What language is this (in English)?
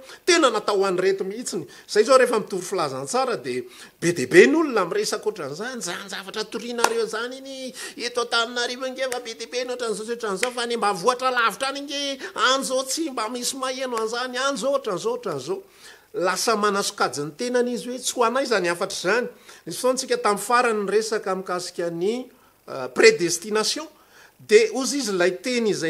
Malagasy